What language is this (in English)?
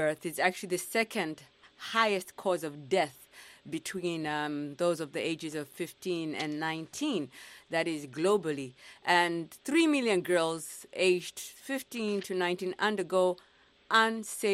English